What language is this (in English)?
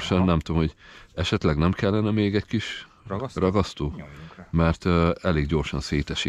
Hungarian